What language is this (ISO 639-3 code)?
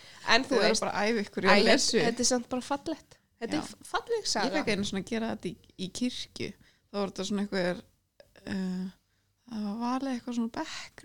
isl